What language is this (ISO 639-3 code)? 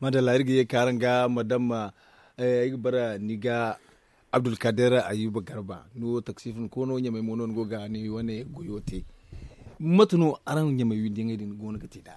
dje